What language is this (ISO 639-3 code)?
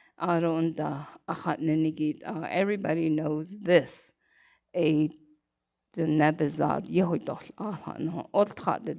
nav